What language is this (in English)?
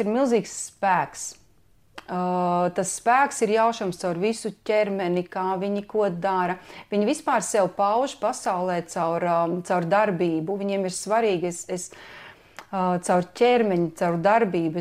Latvian